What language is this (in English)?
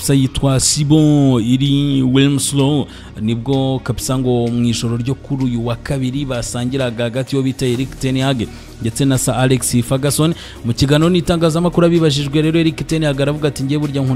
Kinyarwanda